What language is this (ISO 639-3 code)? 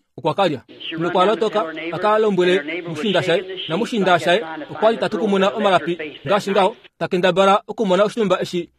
kua